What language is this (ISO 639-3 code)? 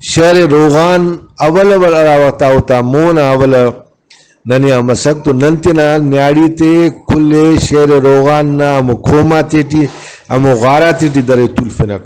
brh